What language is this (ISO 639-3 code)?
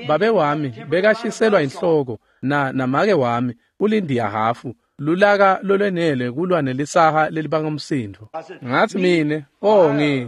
ssw